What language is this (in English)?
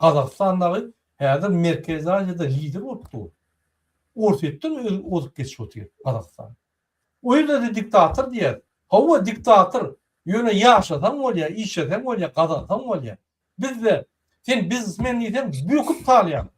Turkmen